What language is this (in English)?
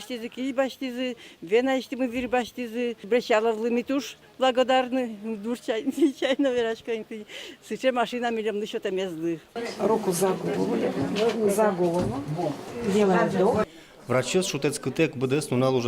Udmurt